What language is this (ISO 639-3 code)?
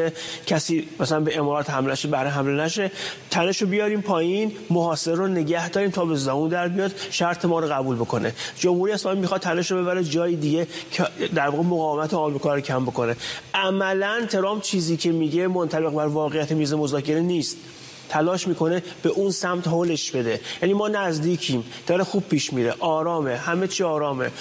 fas